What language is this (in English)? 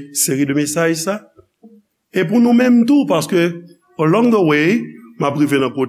Haitian Creole